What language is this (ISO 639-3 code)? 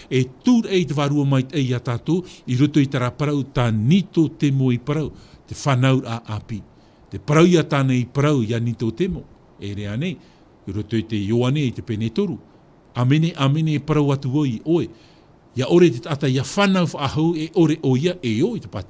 tah